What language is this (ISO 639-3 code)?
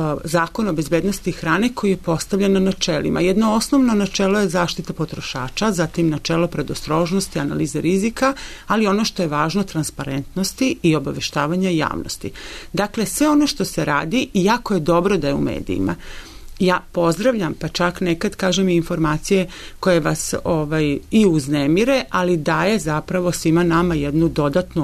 srp